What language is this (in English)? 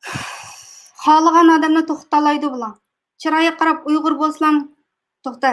Uyghur